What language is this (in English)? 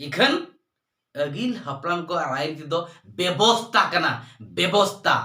Santali